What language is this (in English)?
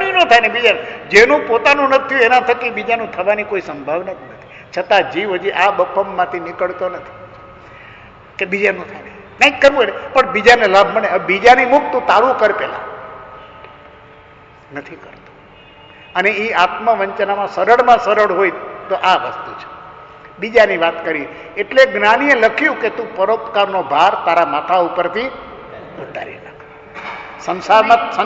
Gujarati